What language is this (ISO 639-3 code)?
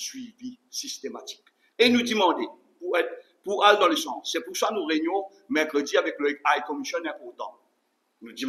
mfe